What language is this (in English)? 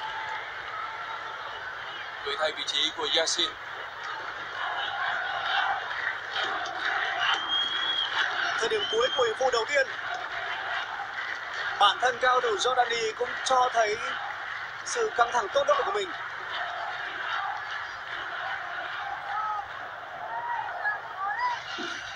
Vietnamese